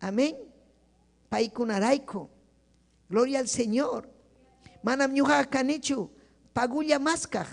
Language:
Ayacucho Quechua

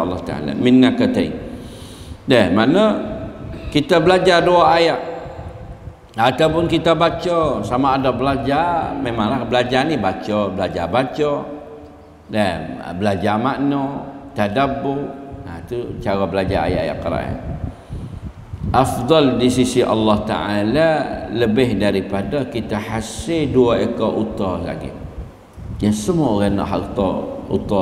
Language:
Malay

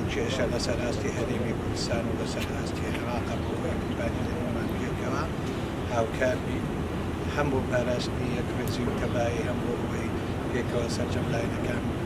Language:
Central Kurdish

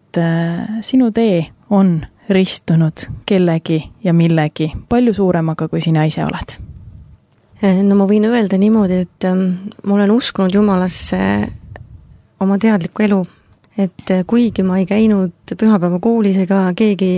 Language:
Estonian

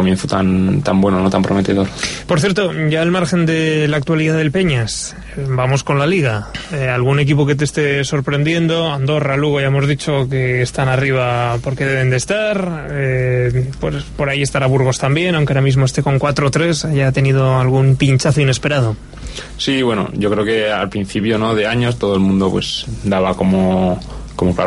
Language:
Spanish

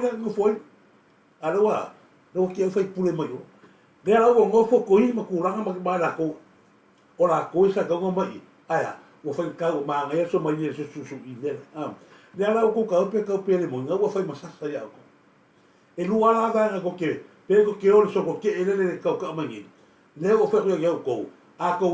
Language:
Samoan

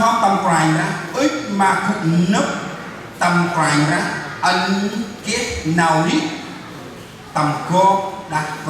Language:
Central Mnong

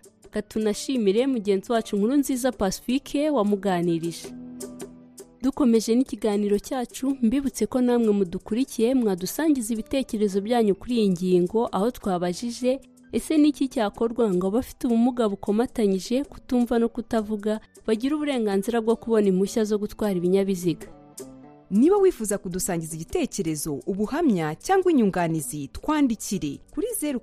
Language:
Kinyarwanda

